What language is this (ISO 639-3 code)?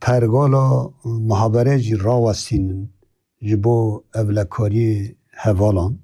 kur